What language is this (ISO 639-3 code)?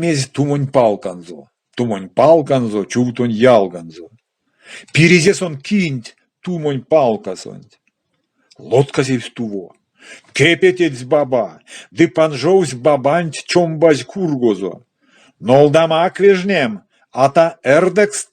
myv